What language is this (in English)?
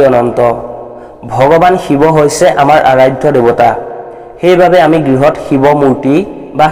Assamese